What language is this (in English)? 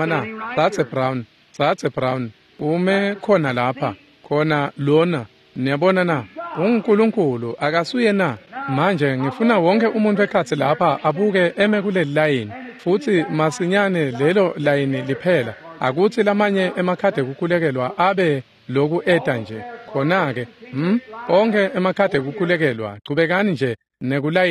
Swati